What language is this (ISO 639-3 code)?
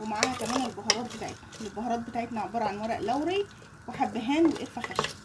arz